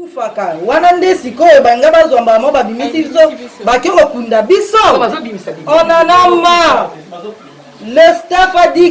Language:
Lingala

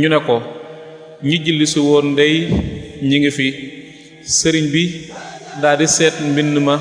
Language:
Wolof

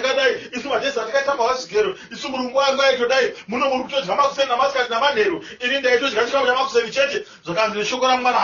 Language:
Shona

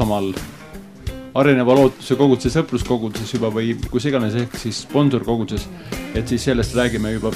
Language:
Estonian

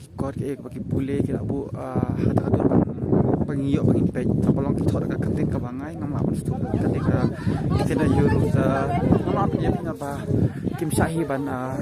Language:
Khasi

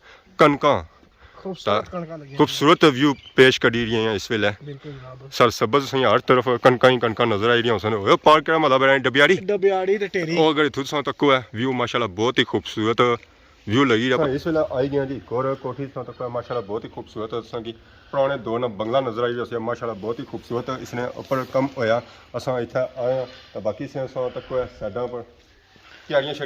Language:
Pahari-Potwari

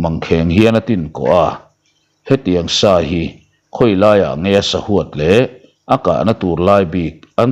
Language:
Mizo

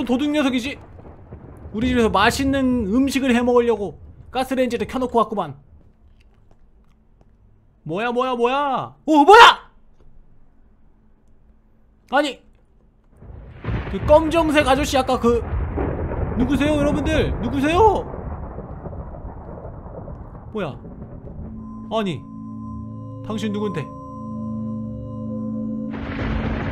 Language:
Korean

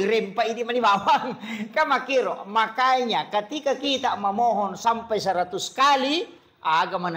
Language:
Buginese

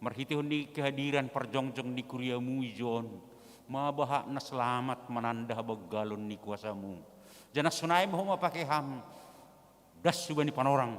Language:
Batak Simalungun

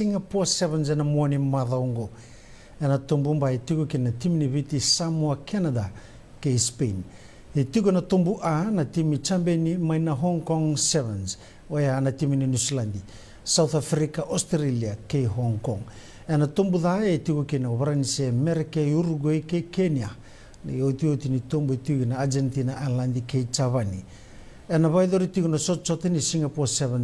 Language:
Fijian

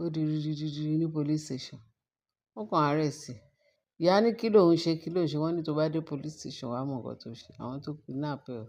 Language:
Yoruba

